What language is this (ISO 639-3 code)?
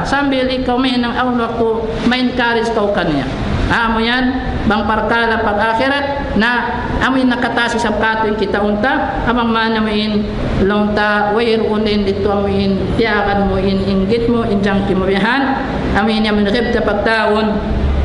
tsg